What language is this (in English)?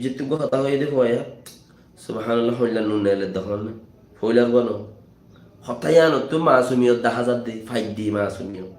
Rohingya